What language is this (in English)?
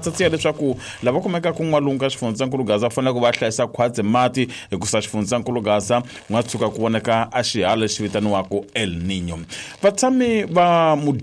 Tsonga